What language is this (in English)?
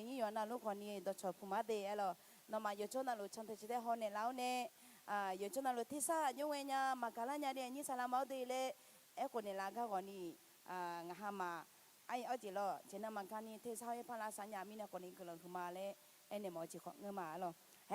Akha